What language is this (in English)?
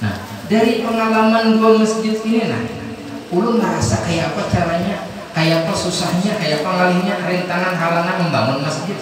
Banjar